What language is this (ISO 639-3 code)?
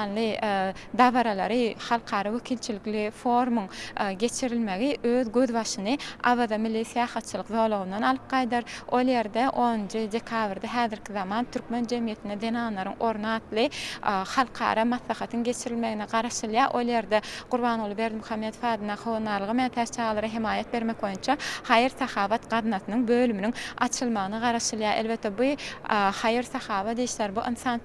tuk